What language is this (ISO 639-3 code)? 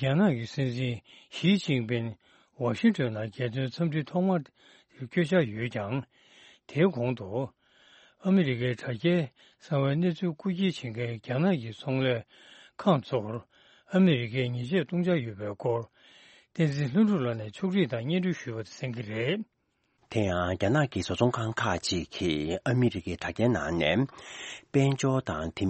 bod